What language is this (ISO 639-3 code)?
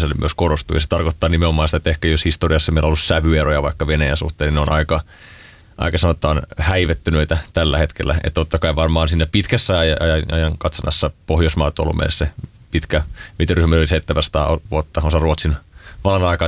fin